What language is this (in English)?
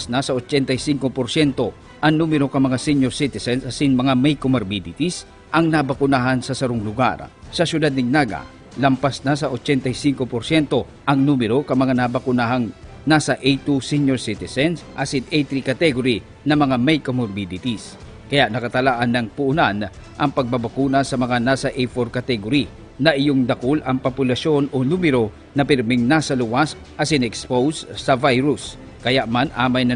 Bikol